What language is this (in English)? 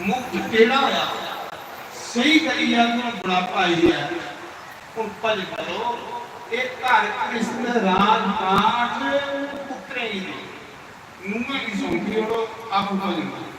Dogri